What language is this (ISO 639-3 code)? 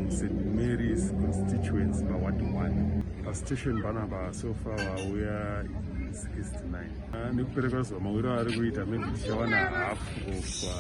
sna